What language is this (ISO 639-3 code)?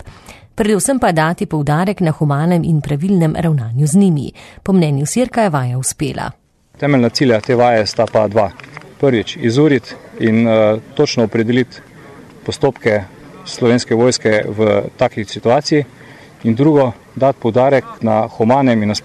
slv